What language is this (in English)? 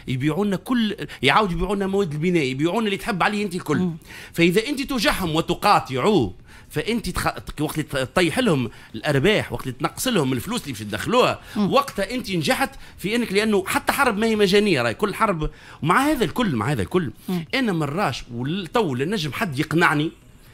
Tunisian Arabic